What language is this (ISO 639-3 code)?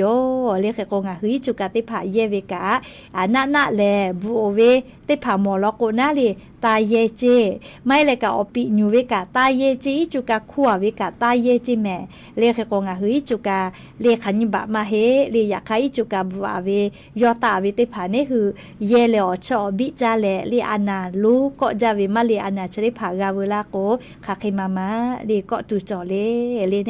lhu